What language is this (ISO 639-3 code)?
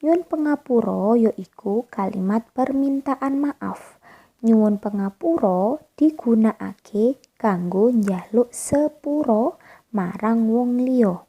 jav